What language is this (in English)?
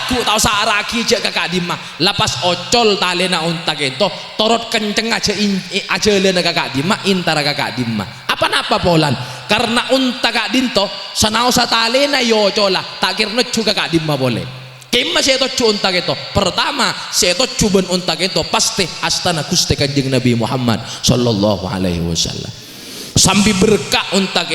Madurese